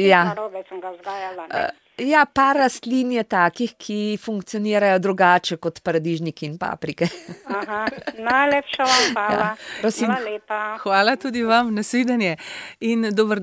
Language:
Slovenian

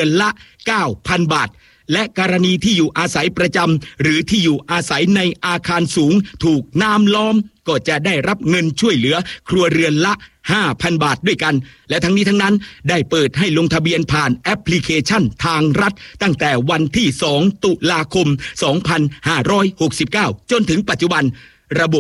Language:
Thai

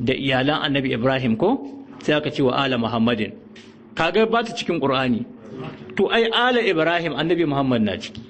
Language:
Hausa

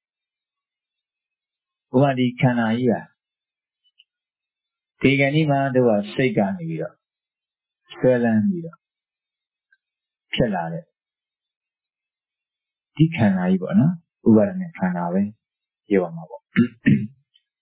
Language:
Burmese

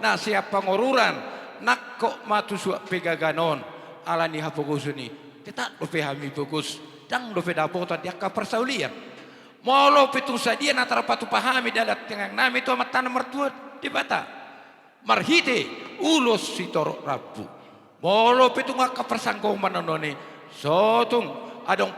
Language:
Batak Toba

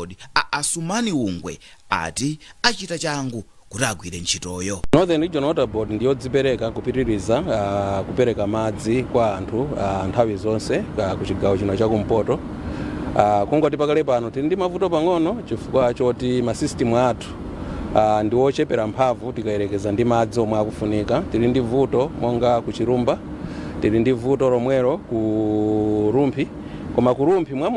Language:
Nyanja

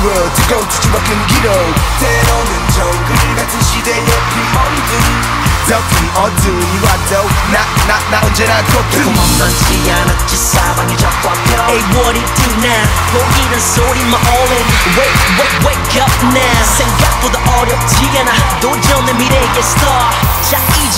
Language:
Korean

